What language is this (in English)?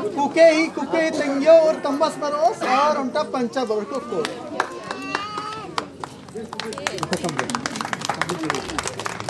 Hindi